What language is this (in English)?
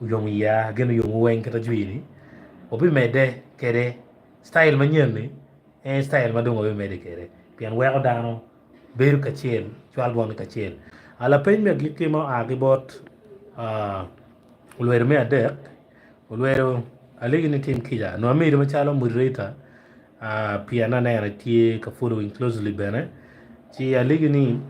Acoli